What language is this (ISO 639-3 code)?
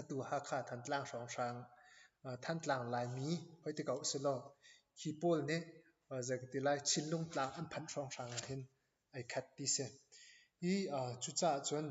cnh